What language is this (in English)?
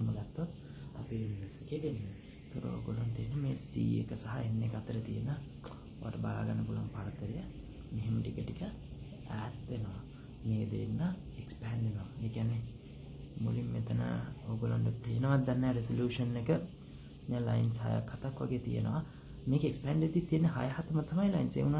Sinhala